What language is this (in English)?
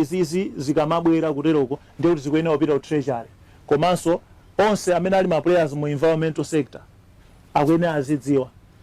Nyanja